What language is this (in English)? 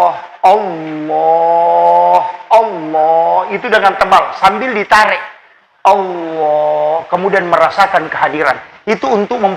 Buginese